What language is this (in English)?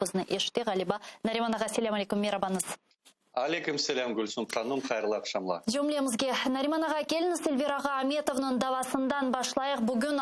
Crimean Tatar